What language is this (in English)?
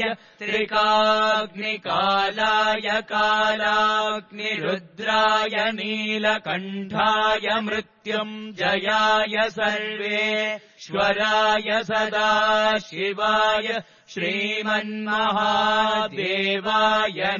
Sanskrit